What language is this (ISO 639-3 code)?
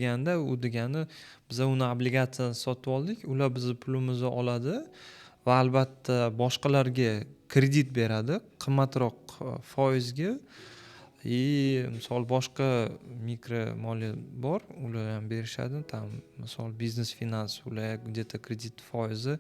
uzb